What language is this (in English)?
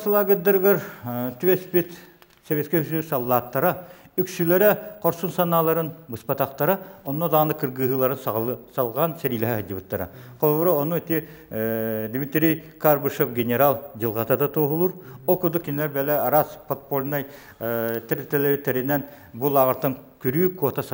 Yakut